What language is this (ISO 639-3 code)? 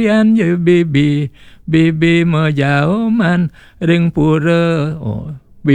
ban